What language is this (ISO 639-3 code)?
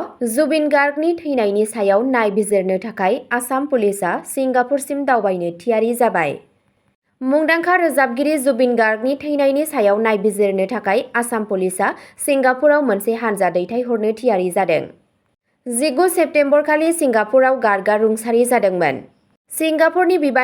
brx